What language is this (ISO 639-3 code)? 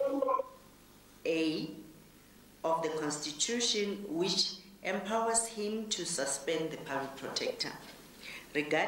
eng